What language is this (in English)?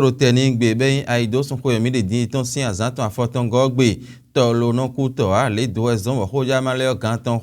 Fon